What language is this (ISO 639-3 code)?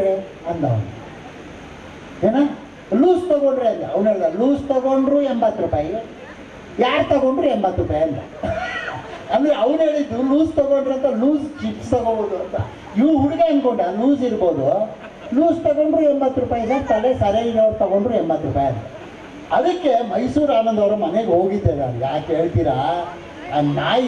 kan